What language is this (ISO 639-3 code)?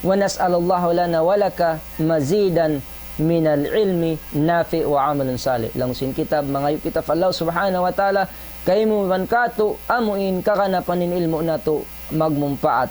tsg